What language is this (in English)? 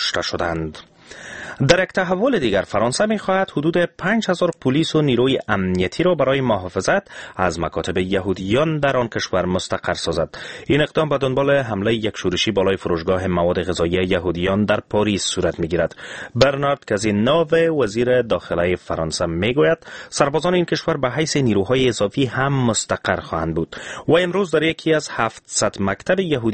Persian